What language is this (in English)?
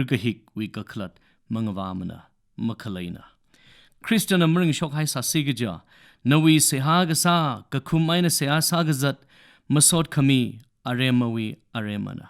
Tangkhul Naga (India)